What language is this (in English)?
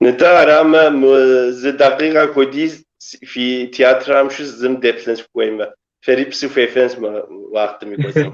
Kabardian